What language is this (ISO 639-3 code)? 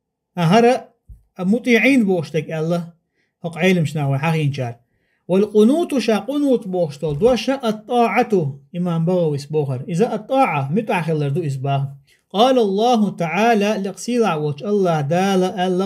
che